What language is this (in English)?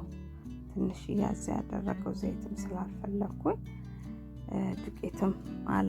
Amharic